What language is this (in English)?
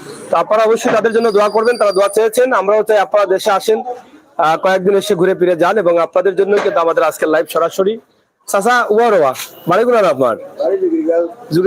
Sylheti